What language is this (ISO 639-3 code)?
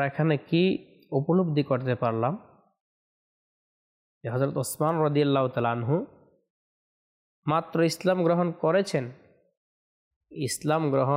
ben